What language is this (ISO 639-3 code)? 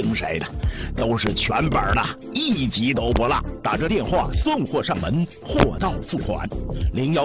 zho